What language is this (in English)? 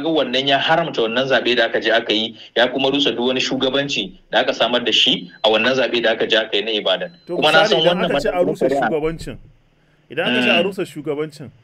Hausa